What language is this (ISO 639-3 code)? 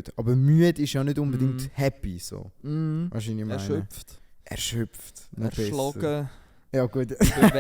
gsw